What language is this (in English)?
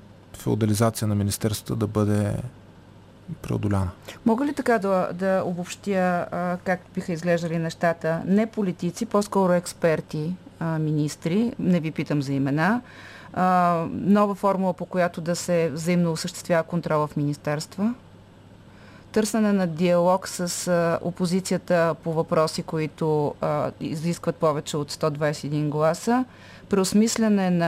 Bulgarian